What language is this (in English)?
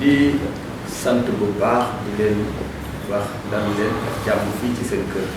Wolof